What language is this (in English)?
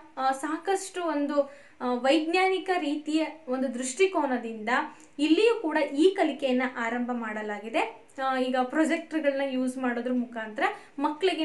Kannada